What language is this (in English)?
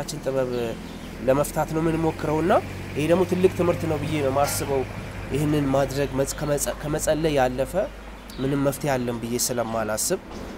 Amharic